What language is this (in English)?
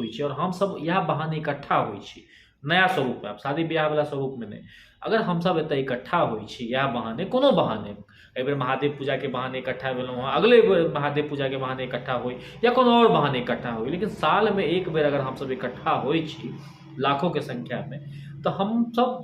Maithili